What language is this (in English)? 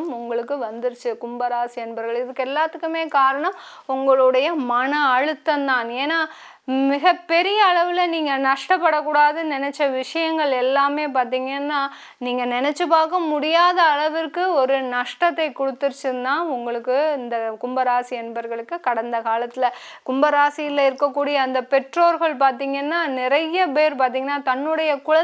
Tamil